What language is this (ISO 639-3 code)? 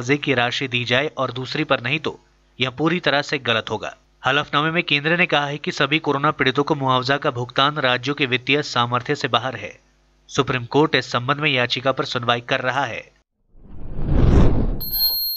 hin